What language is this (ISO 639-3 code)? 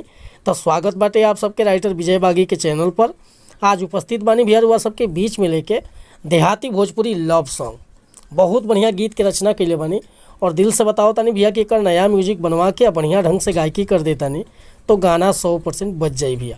bho